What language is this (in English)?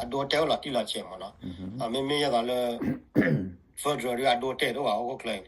S'gaw Karen